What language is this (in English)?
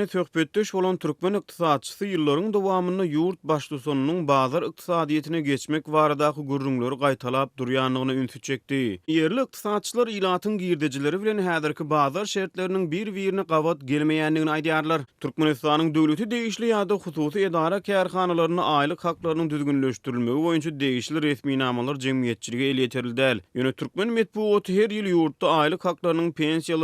Turkmen